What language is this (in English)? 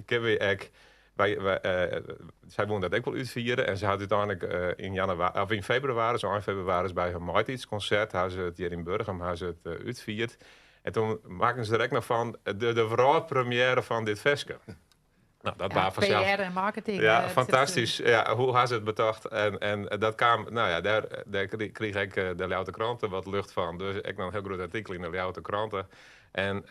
Western Frisian